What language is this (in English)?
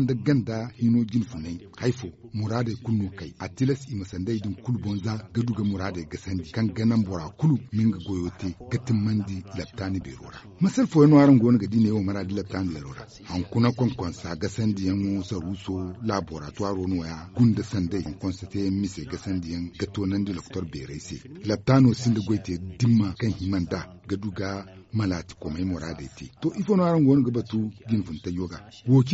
Zarma